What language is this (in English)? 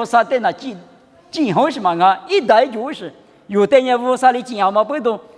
Lisu